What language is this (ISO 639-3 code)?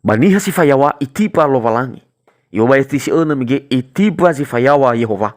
nia